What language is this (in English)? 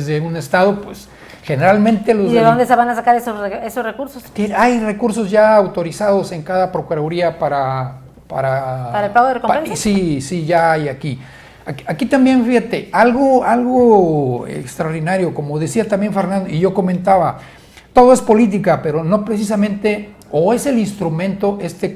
Spanish